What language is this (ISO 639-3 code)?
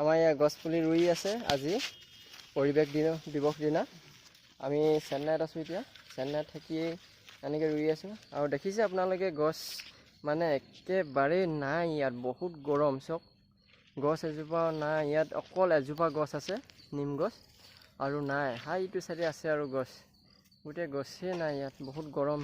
asm